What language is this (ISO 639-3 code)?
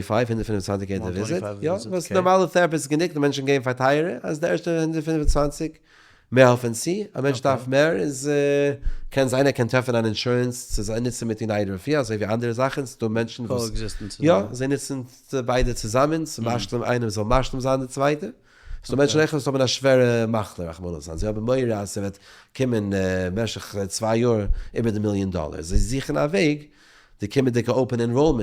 yid